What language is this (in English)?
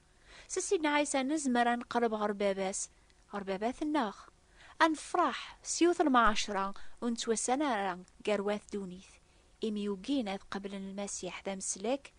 Kabyle